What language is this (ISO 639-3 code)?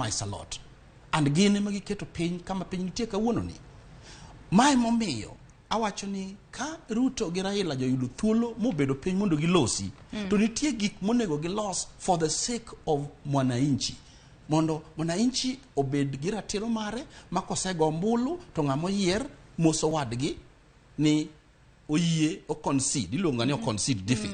luo